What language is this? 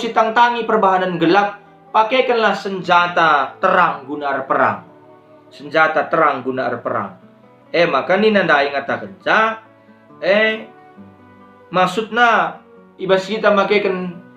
Batak Karo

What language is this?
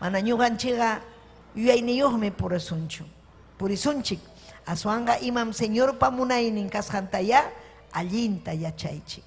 Ayacucho Quechua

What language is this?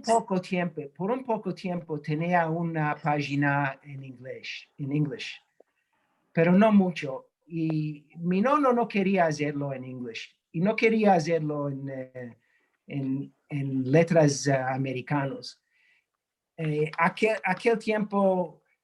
Ladino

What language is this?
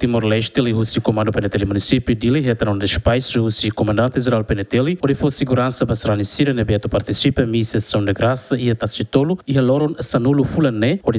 Tetum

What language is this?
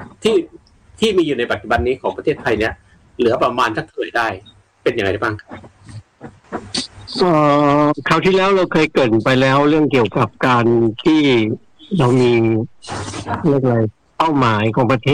Thai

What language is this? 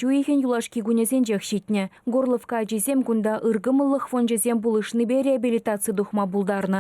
Chuvash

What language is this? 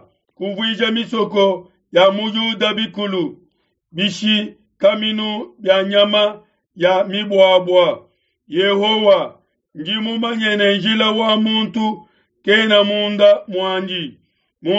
Luba-Lulua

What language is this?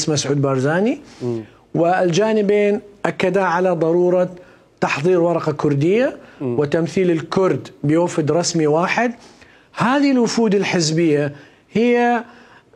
Mesopotamian Arabic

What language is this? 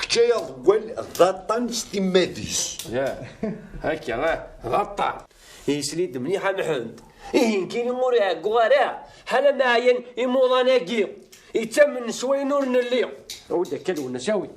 Kabyle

